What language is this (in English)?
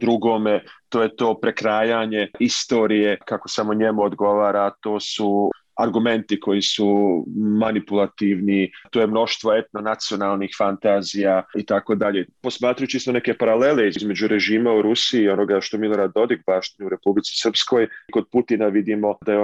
Bosnian